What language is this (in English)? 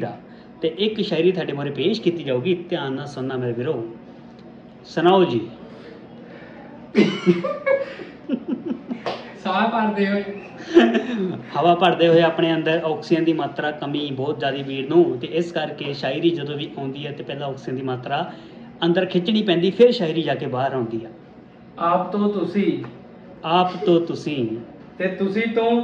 Punjabi